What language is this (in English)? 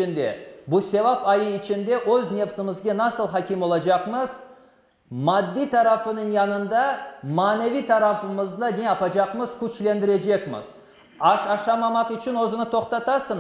Crimean Tatar